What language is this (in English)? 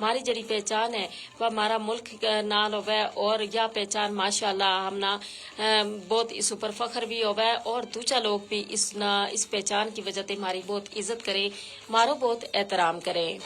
Gujari